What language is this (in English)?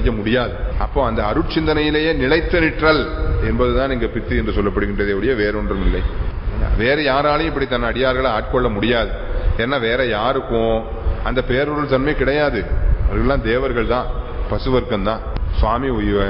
Tamil